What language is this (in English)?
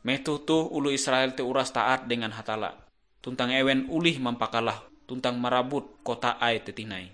Ngaju